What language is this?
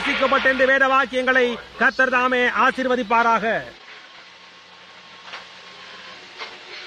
Tamil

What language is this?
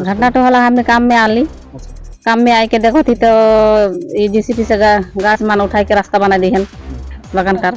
Sadri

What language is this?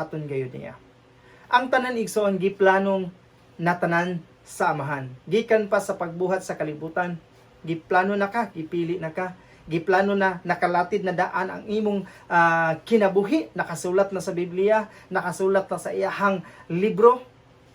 Cebuano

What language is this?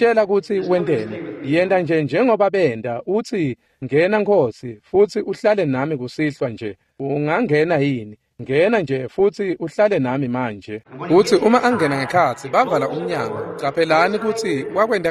Swati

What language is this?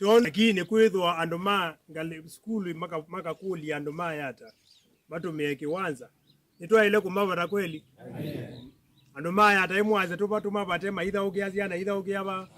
Kamba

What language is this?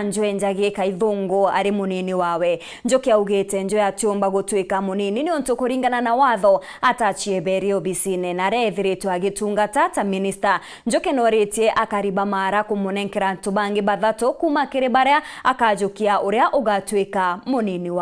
Meru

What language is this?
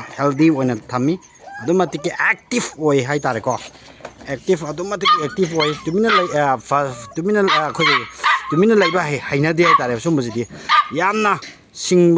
Manipuri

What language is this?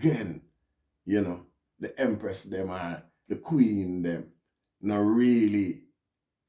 Jamaican Creole English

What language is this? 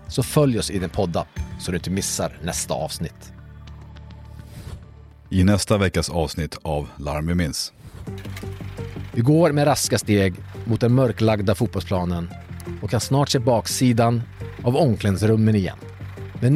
Swedish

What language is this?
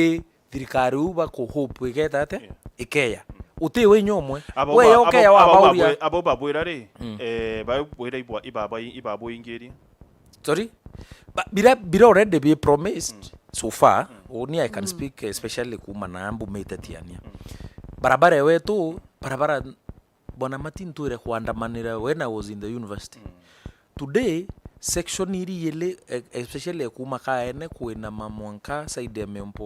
Meru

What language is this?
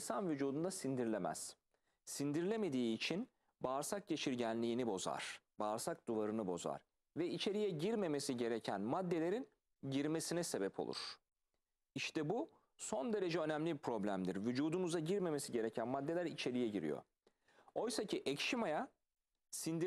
Turkish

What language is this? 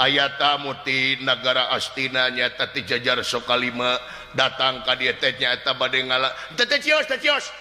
Sundanese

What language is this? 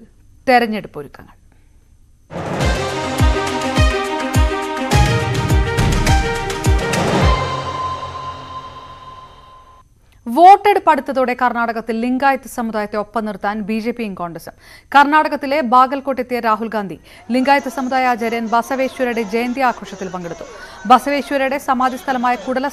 Malayalam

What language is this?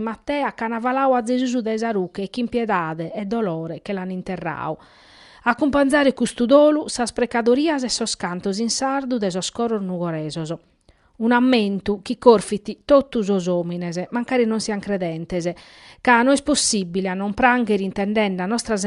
Sardinian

